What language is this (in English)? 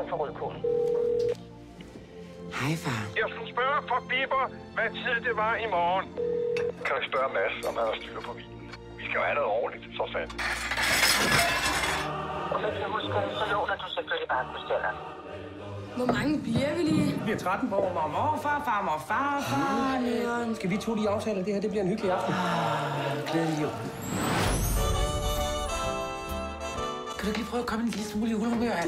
Danish